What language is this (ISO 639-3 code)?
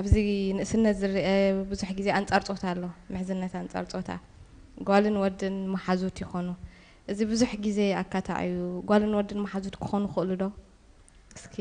tir